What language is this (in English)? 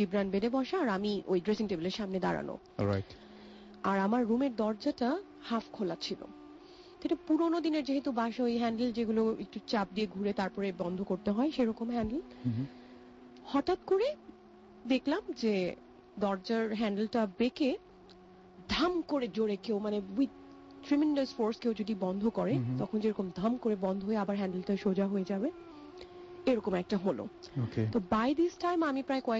Bangla